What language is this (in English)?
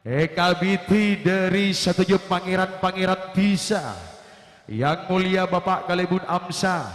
Madurese